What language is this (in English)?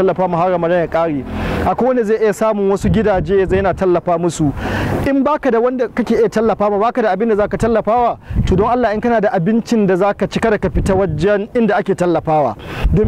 Hausa